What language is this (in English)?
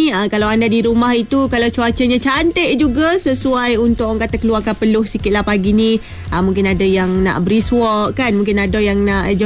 Malay